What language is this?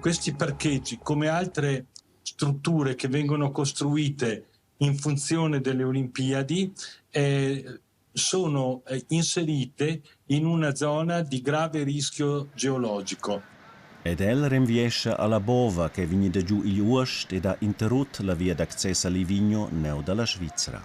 Romansh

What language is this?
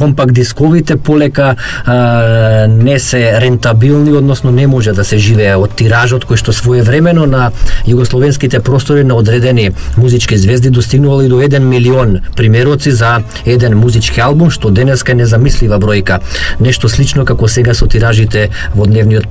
Macedonian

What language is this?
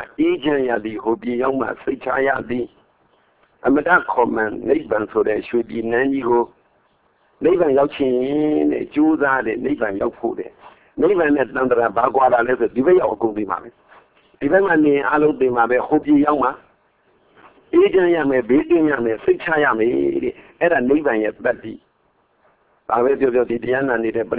Burmese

